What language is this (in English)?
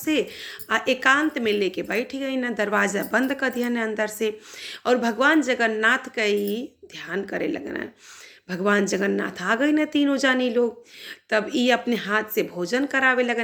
Bhojpuri